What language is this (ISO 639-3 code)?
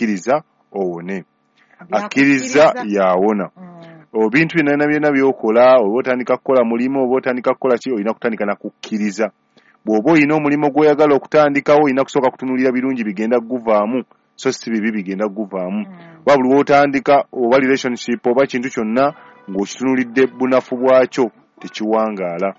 lug